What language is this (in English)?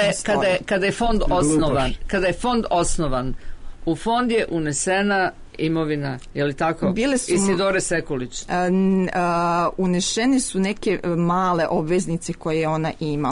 Serbian